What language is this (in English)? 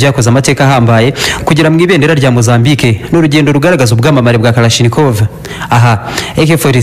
Kinyarwanda